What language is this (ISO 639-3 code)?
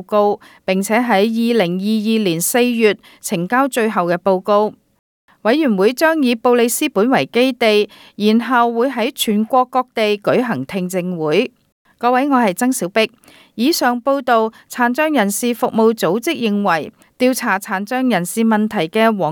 yue